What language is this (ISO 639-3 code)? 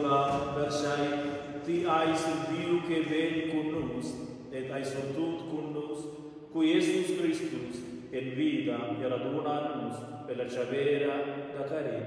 roh